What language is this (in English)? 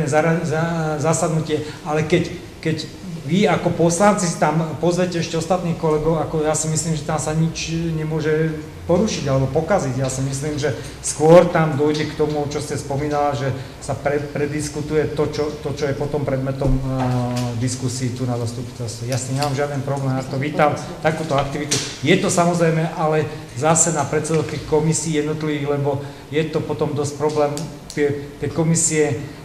Slovak